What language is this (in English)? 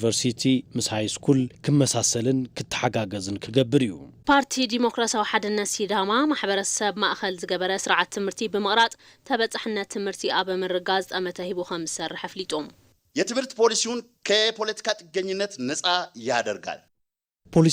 Tigrinya